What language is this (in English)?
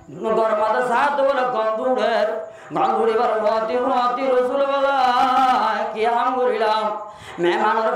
Rohingya